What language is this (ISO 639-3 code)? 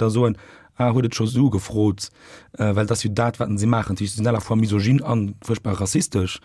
ltz